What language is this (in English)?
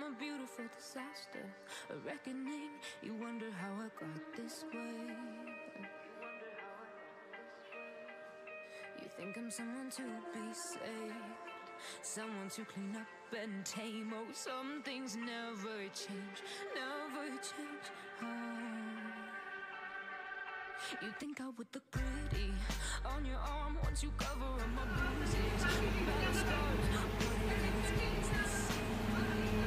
English